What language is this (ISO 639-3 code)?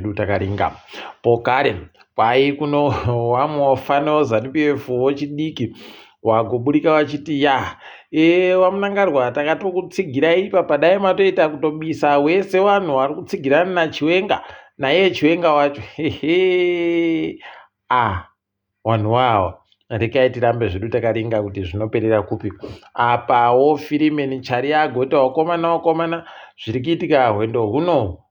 ndc